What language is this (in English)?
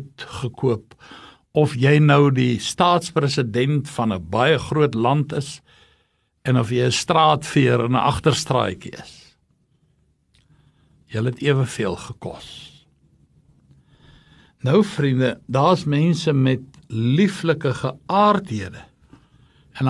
Afrikaans